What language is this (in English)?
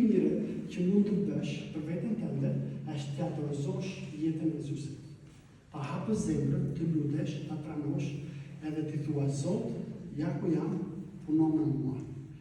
Albanian